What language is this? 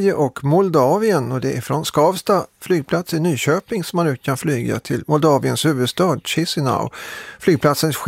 Swedish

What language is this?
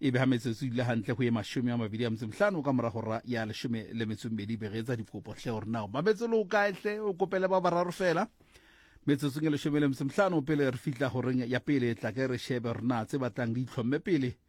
Southern Sotho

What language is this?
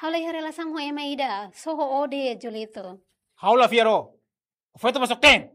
Tetum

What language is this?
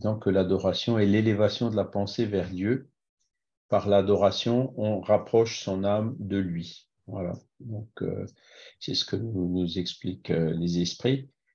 French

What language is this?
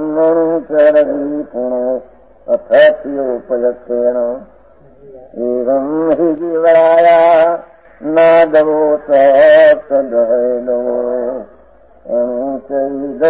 Gujarati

